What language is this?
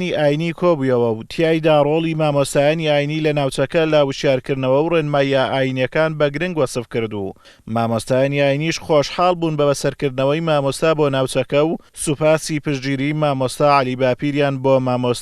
Central Kurdish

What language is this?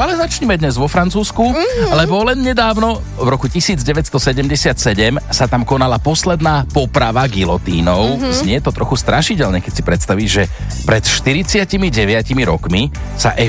Slovak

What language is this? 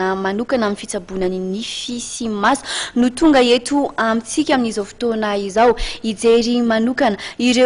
Malagasy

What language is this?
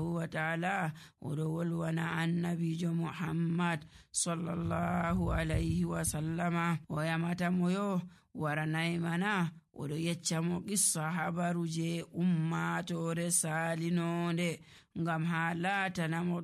Nigerian Fulfulde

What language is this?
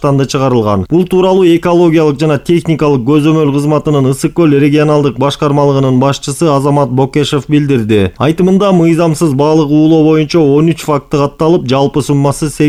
Kyrgyz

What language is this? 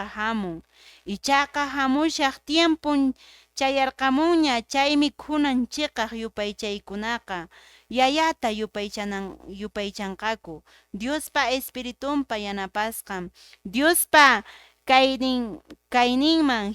Quechua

